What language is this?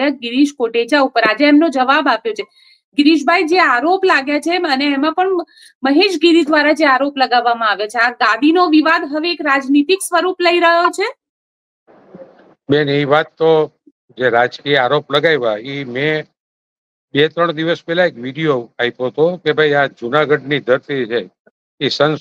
Gujarati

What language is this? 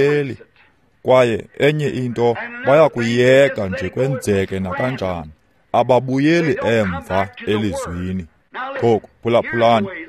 Xhosa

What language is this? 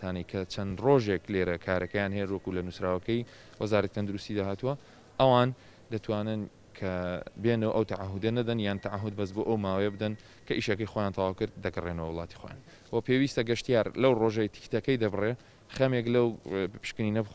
Central Kurdish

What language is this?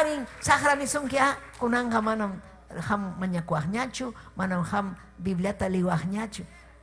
Ayacucho Quechua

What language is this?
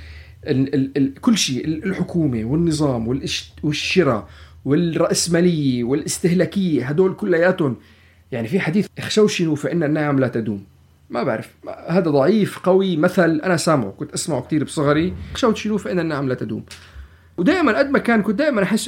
North Levantine Arabic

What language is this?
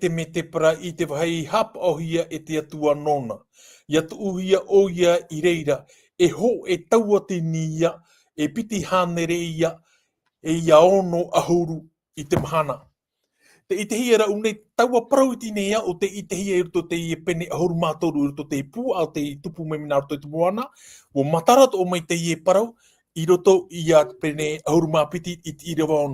Tahitian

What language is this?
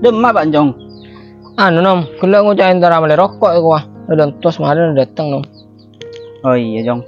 Madurese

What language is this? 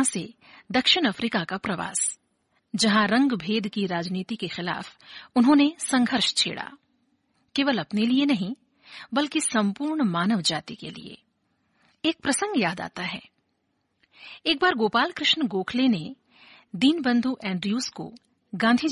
Hindi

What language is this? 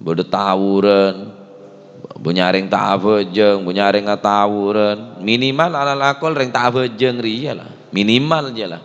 Madurese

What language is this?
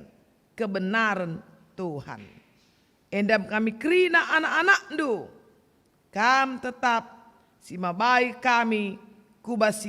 Batak Karo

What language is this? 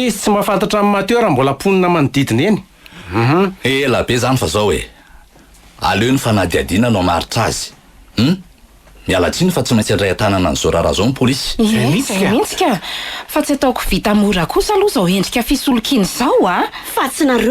Malagasy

